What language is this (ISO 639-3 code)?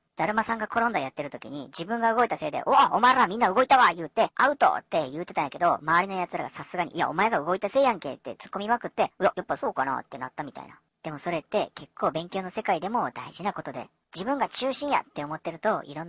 jpn